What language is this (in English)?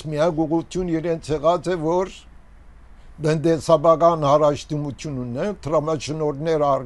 Armenian